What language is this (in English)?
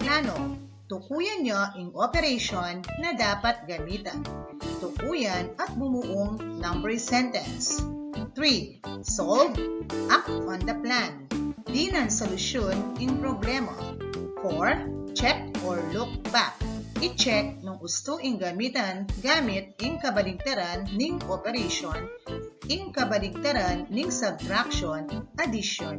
Pampanga